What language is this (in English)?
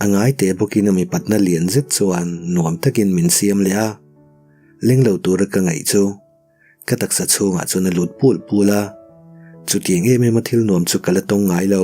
Mizo